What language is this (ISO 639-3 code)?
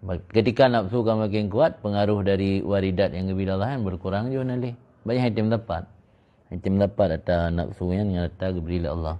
ace